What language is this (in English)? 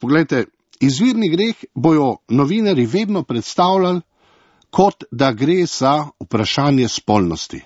Slovenian